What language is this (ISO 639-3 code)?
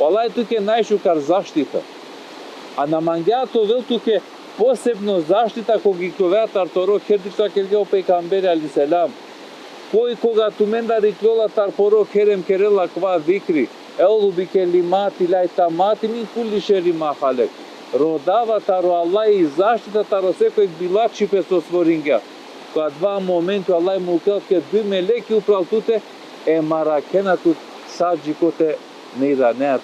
rmn